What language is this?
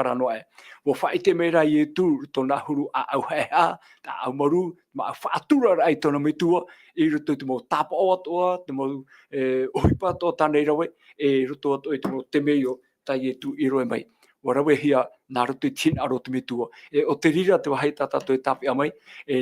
Tahitian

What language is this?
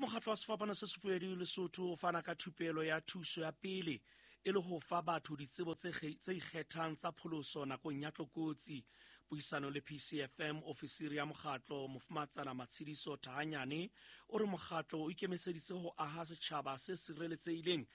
Southern Sotho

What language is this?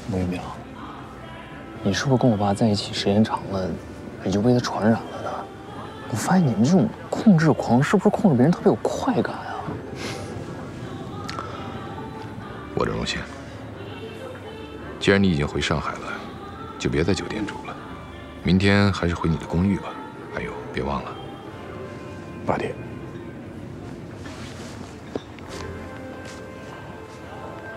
Chinese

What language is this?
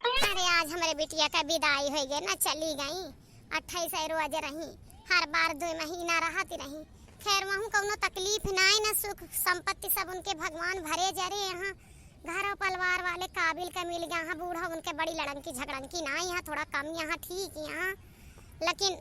Awadhi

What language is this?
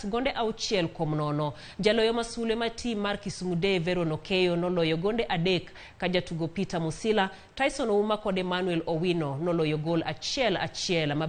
Luo (Kenya and Tanzania)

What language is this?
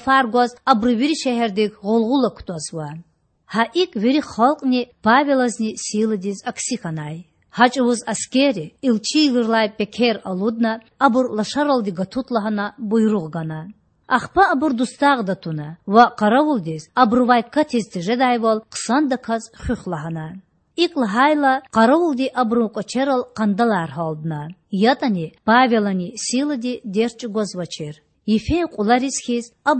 Lezghian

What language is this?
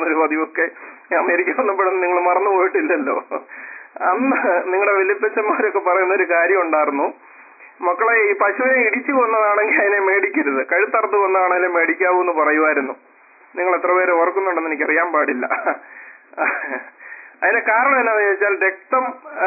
Malayalam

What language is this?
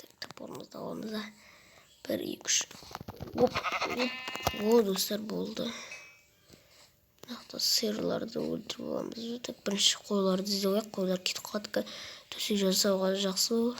Kazakh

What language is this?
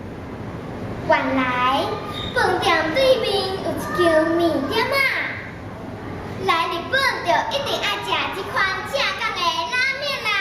Min Nan Chinese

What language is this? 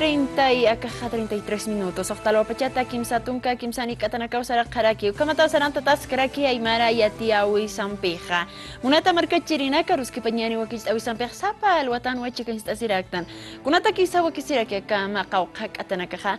Aymara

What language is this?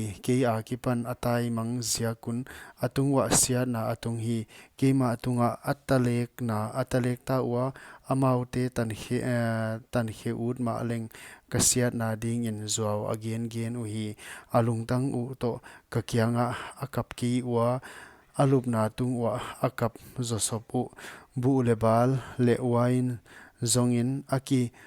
Paite Chin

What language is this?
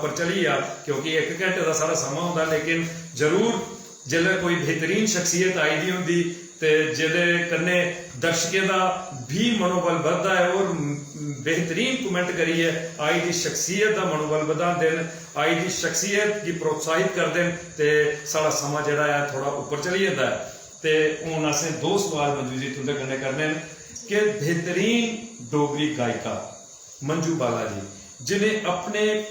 Dogri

